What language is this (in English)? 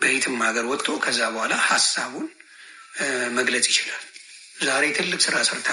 Amharic